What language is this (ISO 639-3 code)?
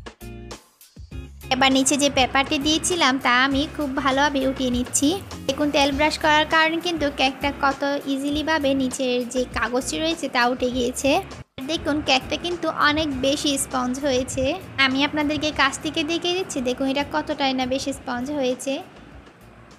ben